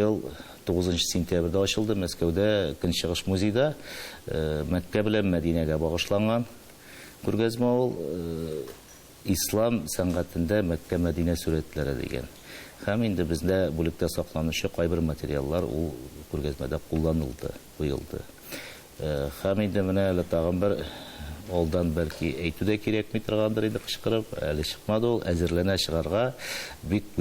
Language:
Tatar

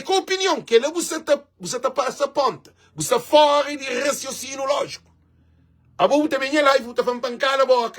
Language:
Kabuverdianu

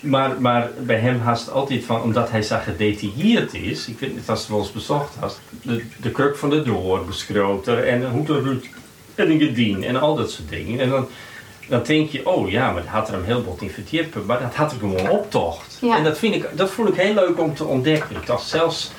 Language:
Western Frisian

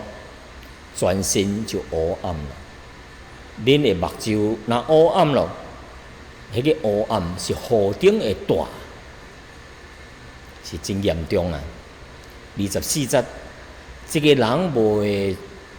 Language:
Min Nan Chinese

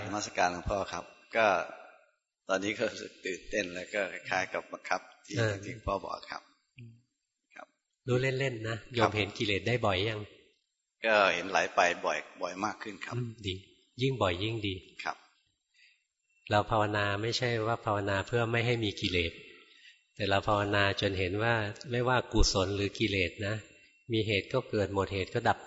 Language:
Thai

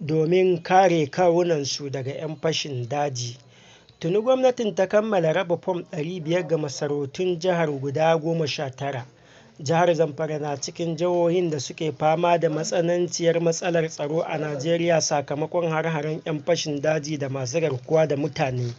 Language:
Hausa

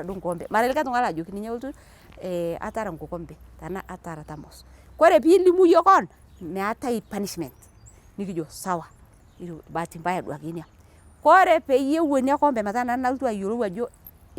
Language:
Masai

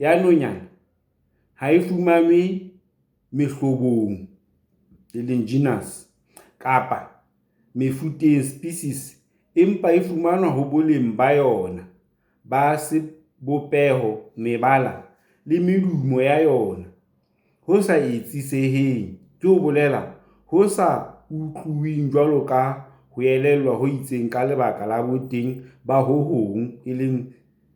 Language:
Southern Sotho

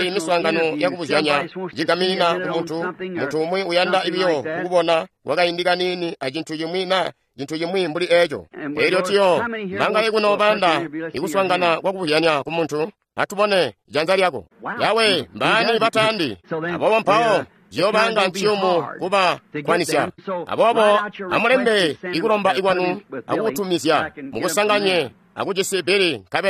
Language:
Tonga (Zambia)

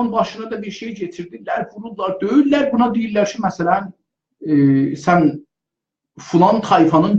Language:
South Azerbaijani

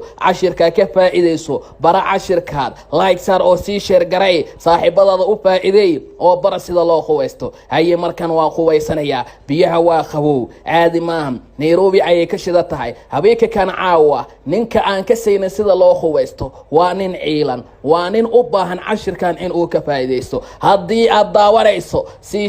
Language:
Somali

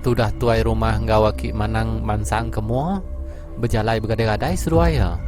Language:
Iban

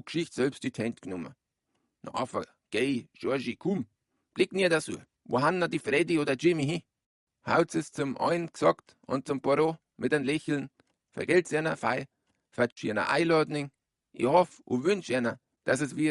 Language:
Bavarian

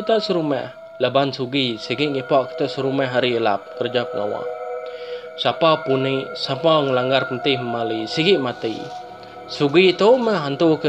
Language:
Iban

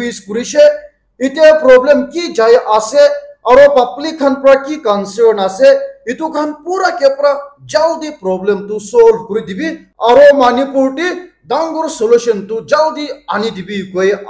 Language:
Naga Pidgin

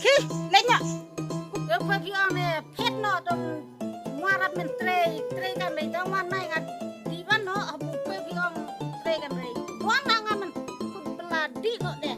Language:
Khasi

